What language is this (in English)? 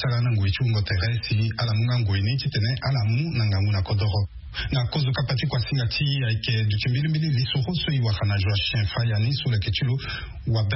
Sango